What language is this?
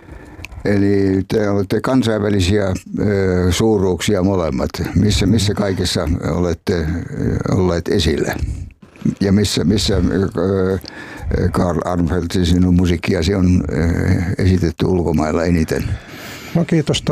Finnish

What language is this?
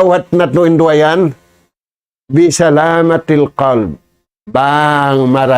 Tausug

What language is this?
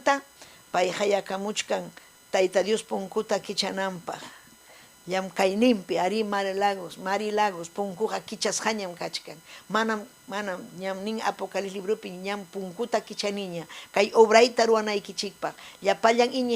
Ayacucho Quechua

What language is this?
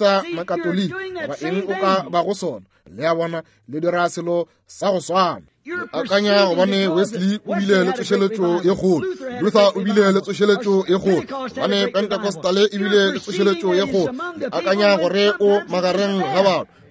Northern Sotho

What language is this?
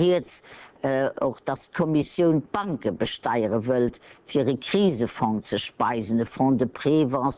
Luxembourgish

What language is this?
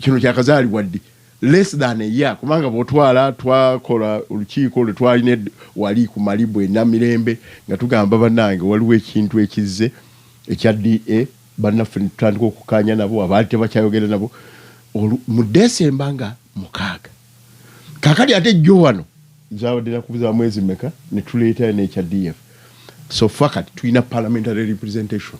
Ganda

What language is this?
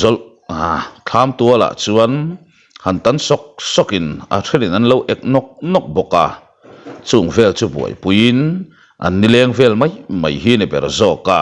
Mizo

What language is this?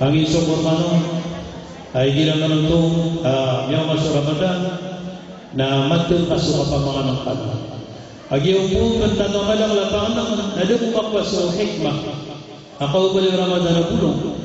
Maranao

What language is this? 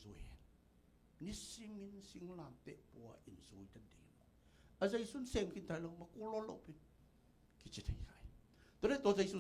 Tedim Chin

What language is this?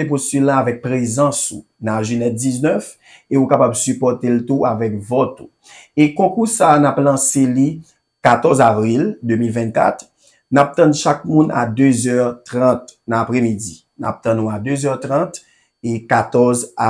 Haitian Creole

